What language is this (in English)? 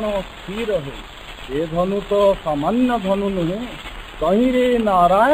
Odia